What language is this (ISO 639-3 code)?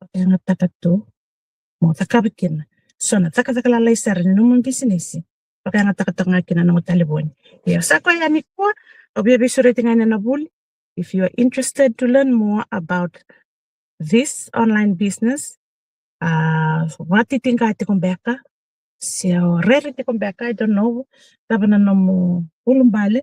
fij